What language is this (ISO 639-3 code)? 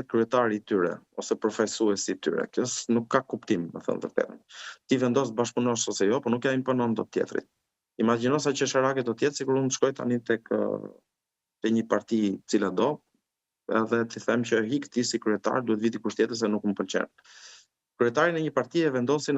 sqi